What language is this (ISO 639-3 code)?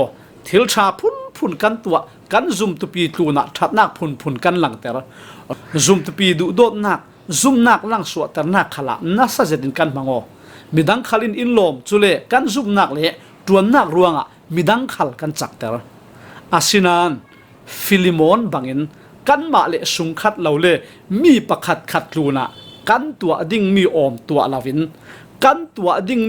cfm